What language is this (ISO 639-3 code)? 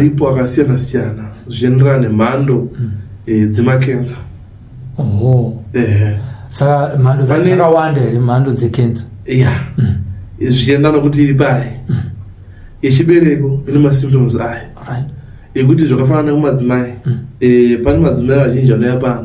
sna